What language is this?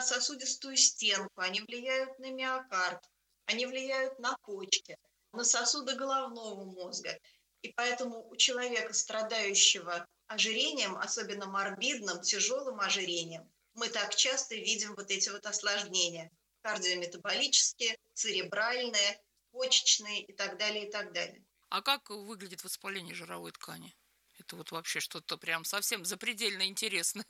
Russian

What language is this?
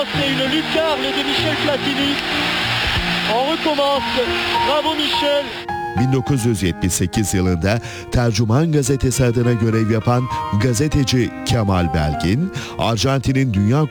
Turkish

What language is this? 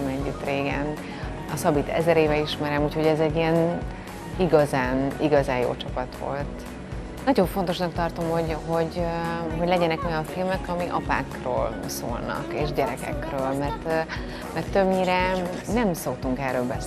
Hungarian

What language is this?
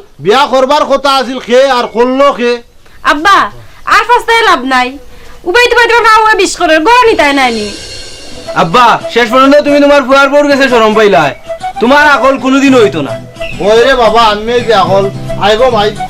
Sylheti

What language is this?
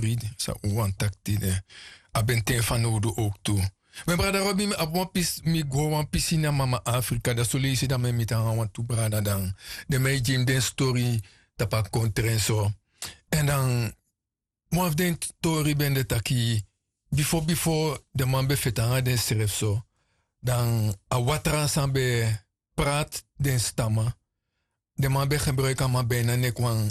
Sranan Tongo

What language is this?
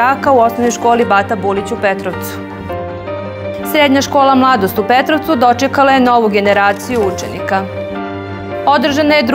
Serbian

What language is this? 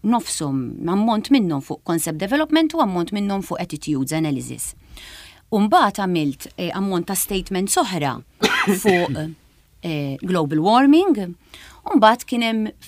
Maltese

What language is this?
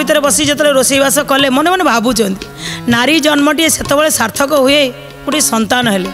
Odia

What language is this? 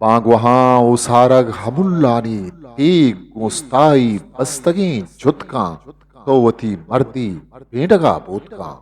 Eastern Balochi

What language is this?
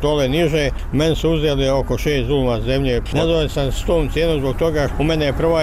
Bosnian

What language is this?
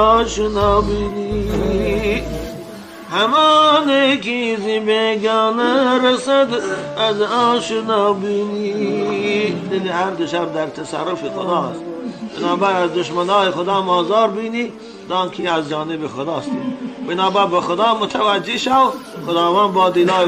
Tajik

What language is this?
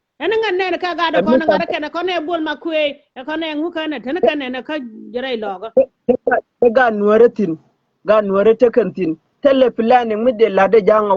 Nuer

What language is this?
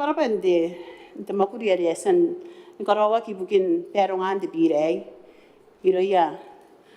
Gilbertese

